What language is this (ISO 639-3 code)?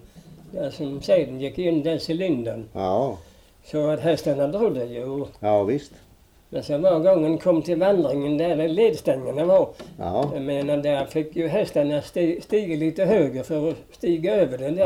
swe